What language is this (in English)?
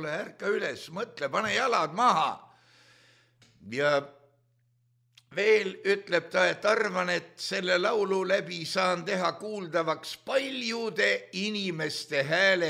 Estonian